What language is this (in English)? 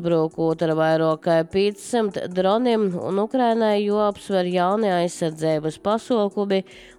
Latvian